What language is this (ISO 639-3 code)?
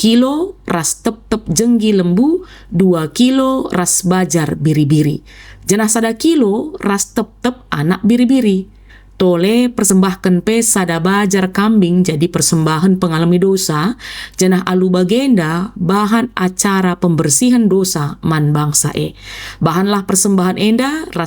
btx